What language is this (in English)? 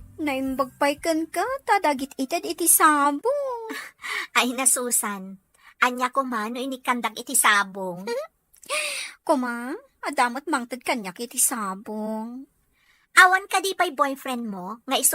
Iloko